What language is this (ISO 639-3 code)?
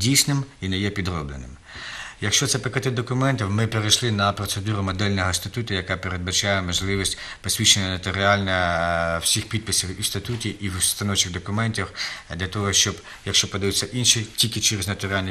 ukr